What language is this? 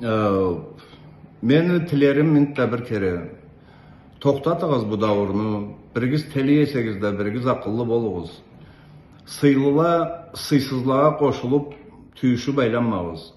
Karachay-Balkar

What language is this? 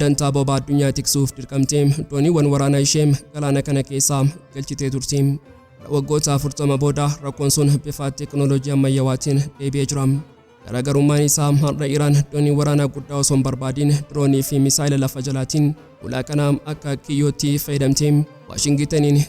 Oromo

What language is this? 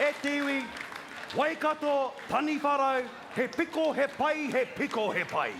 Māori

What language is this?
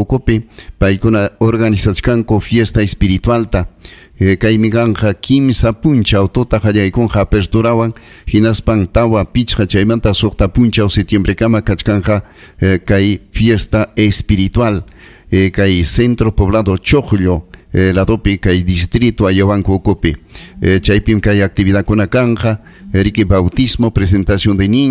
Ayacucho Quechua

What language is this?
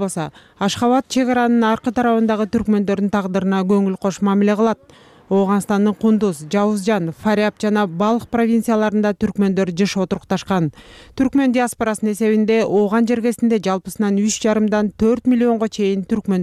Kyrgyz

